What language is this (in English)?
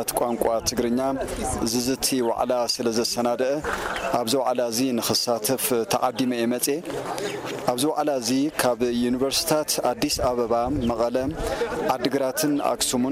Tigrinya